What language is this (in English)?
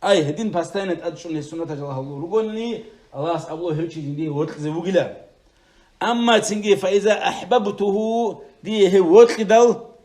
Avaric